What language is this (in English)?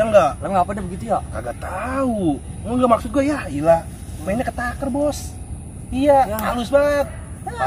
Betawi